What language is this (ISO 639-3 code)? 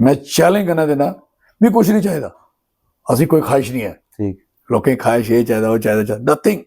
doi